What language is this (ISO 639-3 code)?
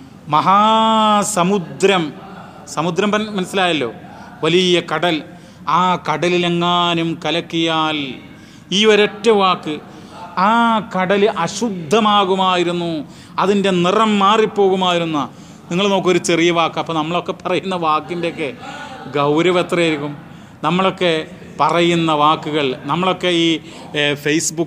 mal